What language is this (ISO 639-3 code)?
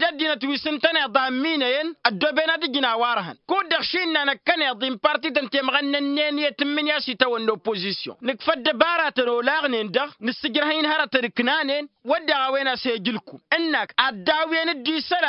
taq